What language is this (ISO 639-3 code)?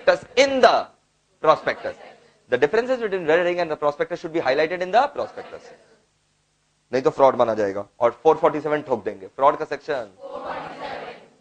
hin